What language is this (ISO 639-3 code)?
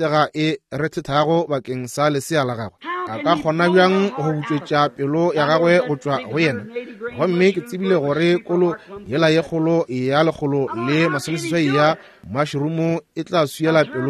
nso